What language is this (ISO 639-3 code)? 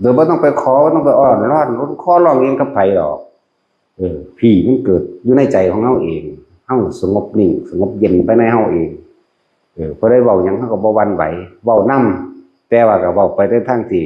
tts